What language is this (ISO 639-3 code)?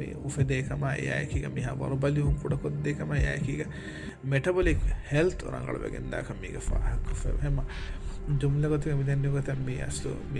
div